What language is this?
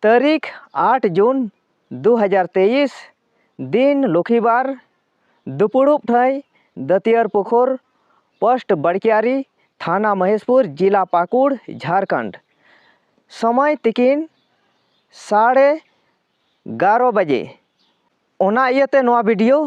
Santali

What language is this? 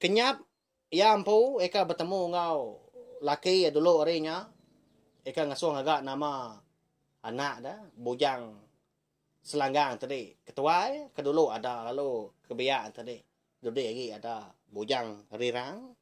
Iban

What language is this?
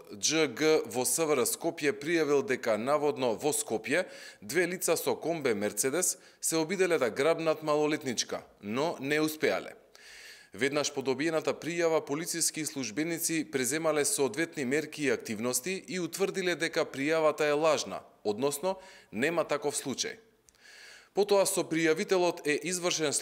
Macedonian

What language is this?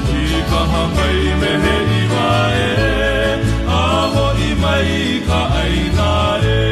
Hawaiian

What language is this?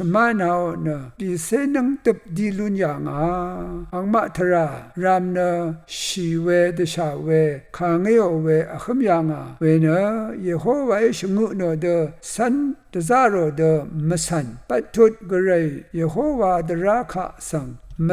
Rawang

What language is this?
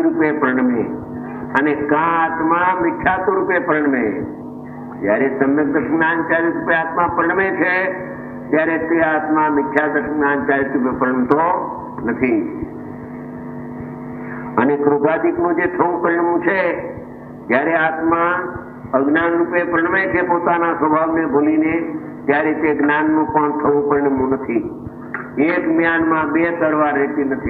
Gujarati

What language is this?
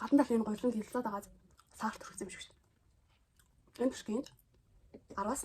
Mongolian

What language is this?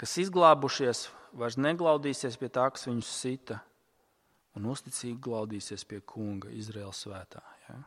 Latvian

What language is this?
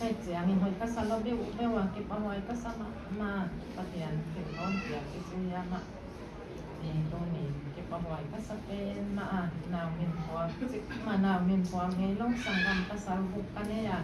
Paite Chin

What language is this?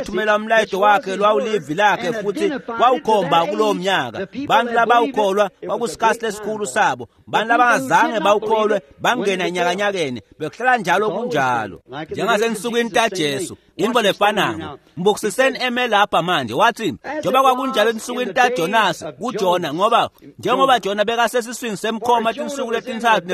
Swati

